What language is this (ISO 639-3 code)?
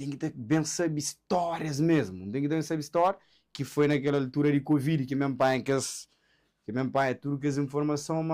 kea